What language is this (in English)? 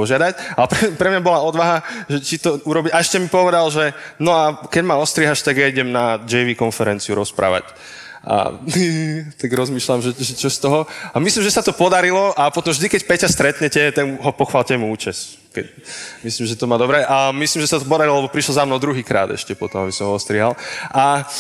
Slovak